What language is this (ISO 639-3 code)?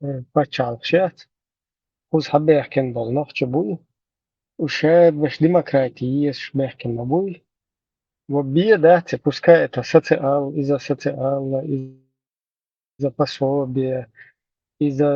che